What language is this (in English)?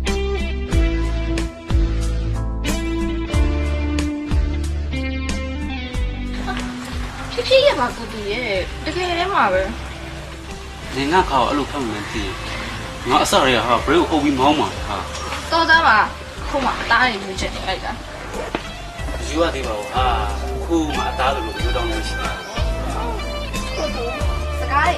Burmese